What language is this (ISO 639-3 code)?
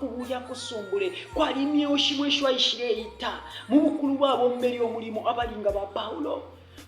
bem